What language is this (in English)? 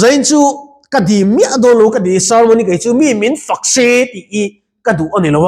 Mizo